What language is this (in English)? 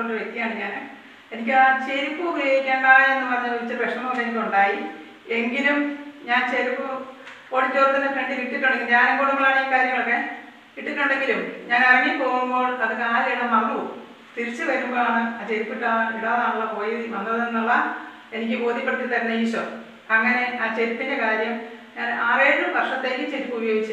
Malayalam